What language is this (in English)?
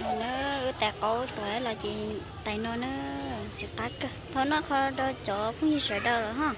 Hmong